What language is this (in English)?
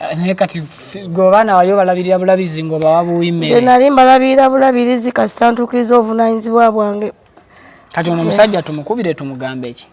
Ganda